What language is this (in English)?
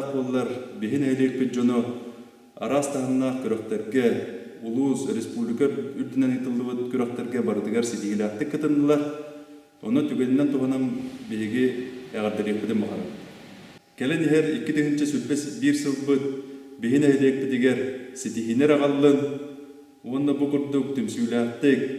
Yakut